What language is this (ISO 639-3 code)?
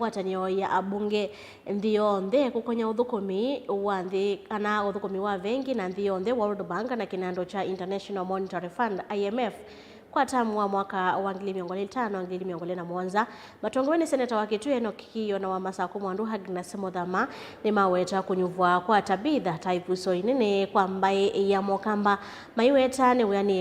kam